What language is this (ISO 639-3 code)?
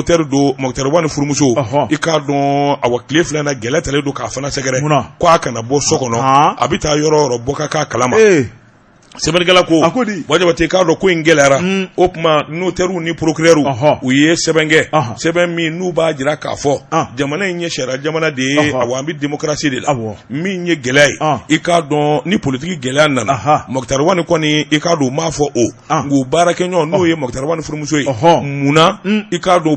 bam